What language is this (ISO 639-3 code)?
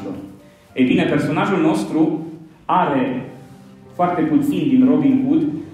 ron